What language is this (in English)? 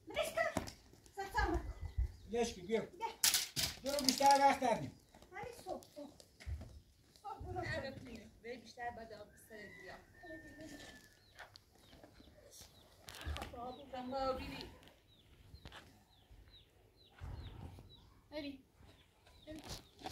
Persian